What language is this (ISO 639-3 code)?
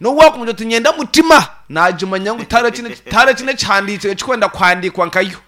nyn